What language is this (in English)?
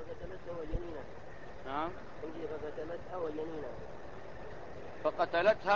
Arabic